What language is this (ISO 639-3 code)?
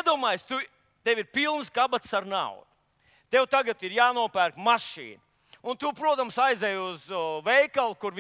lav